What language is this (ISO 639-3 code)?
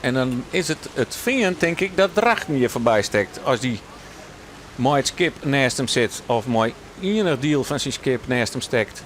fry